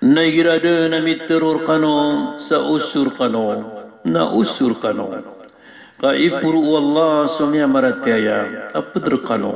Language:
Maranao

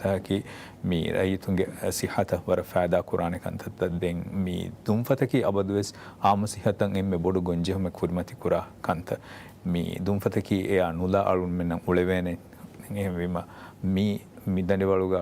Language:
Divehi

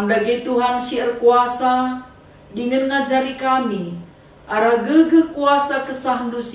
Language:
Batak Karo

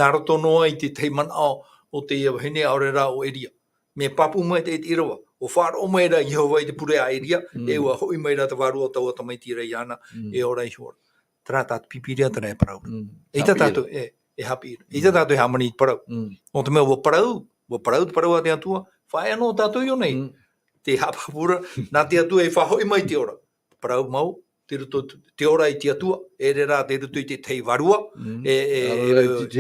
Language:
Tahitian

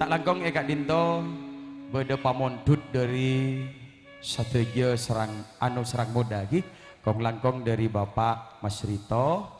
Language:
Madurese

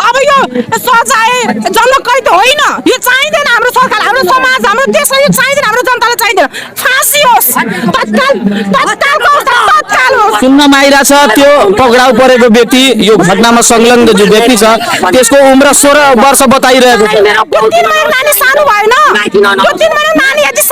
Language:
Nepali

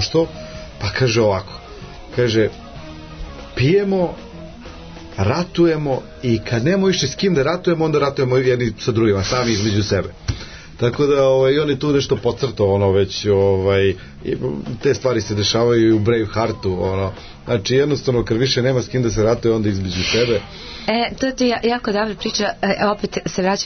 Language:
Serbian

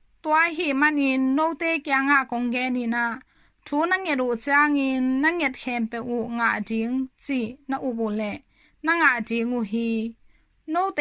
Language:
Tedim Chin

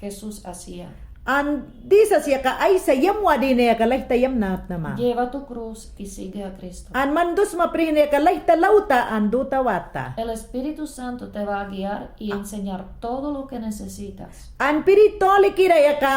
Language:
Mayangna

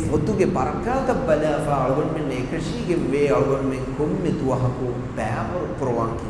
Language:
Divehi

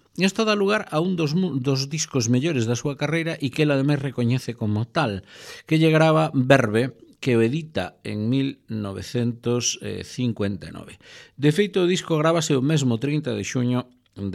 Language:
Galician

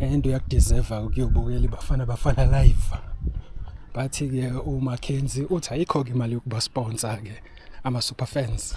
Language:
Zulu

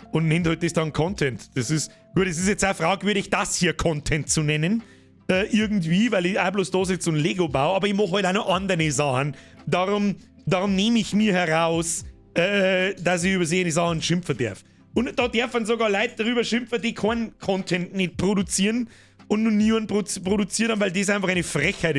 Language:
Bavarian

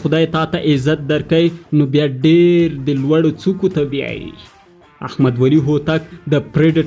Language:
Pashto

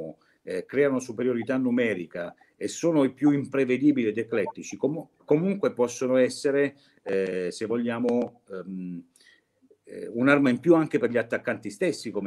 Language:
Italian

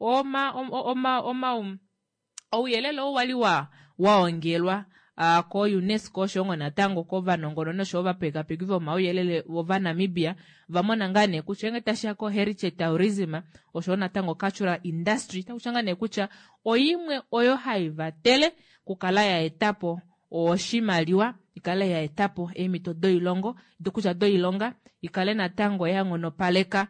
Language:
Kuanyama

